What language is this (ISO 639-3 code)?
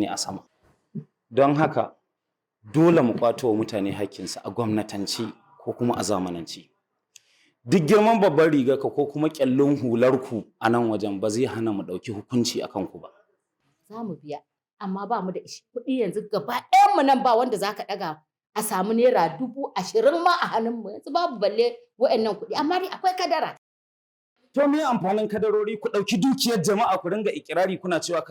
hau